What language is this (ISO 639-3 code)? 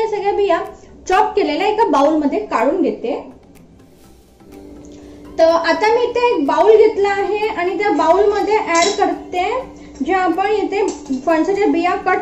mar